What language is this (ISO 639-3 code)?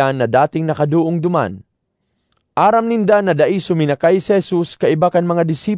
bik